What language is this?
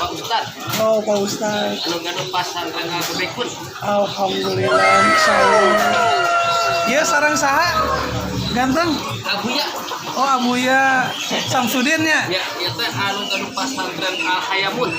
Sundanese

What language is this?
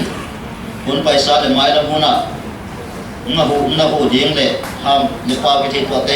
Paite Chin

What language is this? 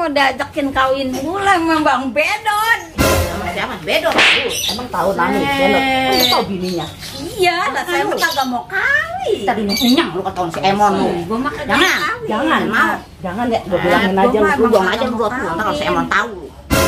Betawi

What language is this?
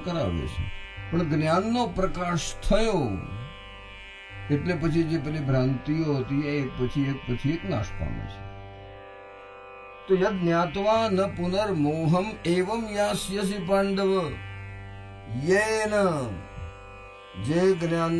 Gujarati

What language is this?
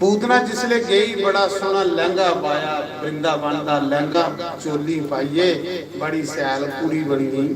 Dogri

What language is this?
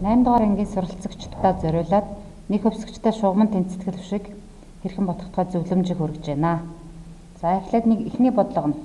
Mongolian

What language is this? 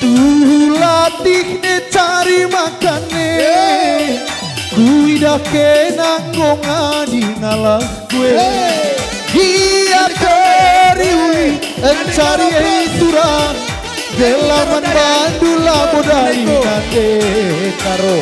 Batak Karo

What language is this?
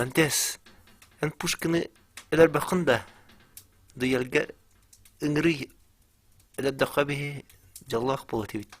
Yakut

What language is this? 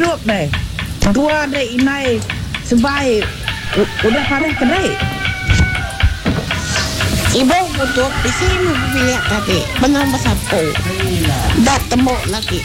Malay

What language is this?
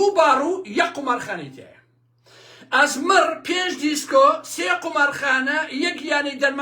Central Kurdish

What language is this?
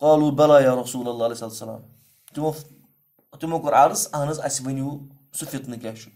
Kashmiri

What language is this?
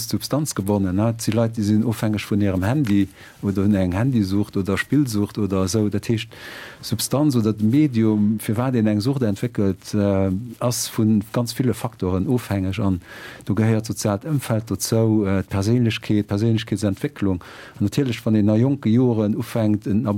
Luxembourgish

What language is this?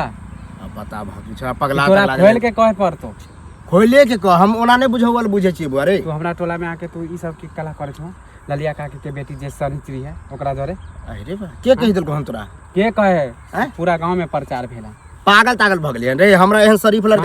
Maithili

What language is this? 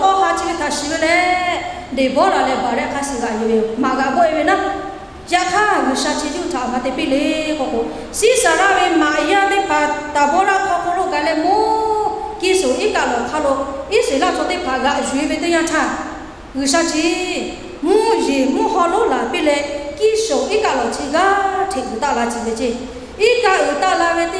Lahu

